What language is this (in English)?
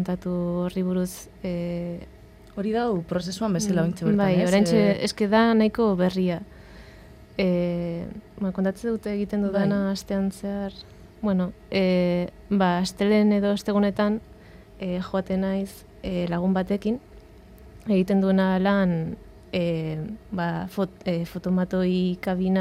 Basque